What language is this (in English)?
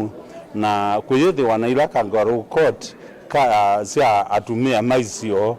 Kamba